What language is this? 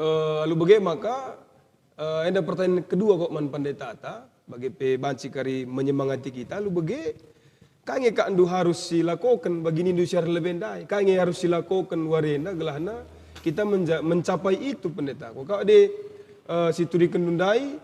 Batak Karo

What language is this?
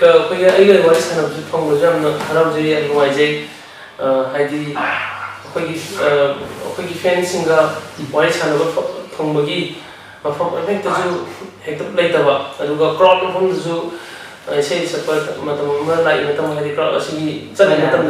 Manipuri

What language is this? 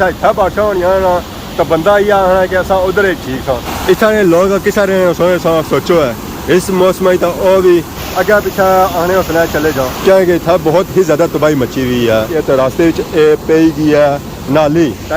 Pahari-Potwari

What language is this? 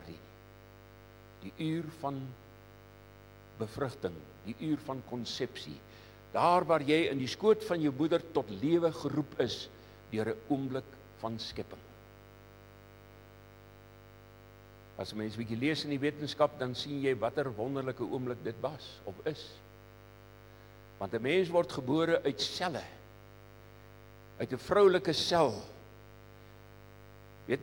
Afrikaans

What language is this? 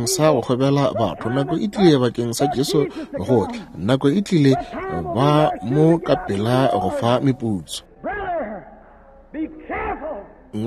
Northern Sotho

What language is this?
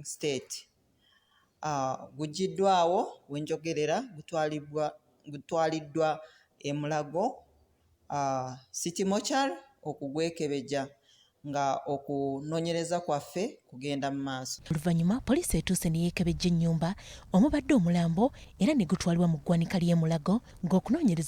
Ganda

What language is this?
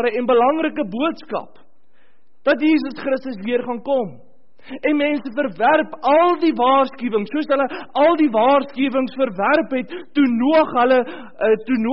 Afrikaans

